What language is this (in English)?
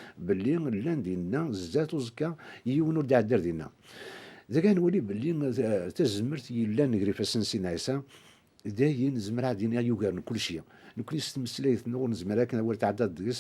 Kabyle